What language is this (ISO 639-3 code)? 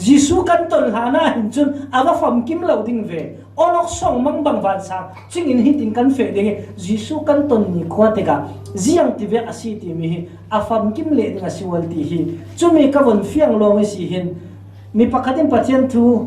cfm